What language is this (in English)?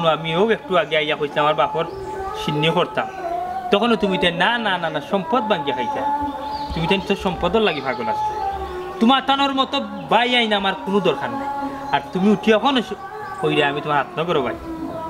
Sylheti